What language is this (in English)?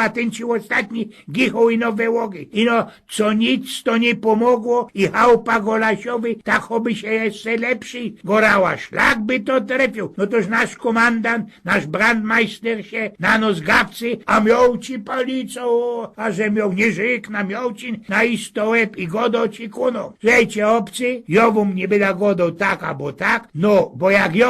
Silesian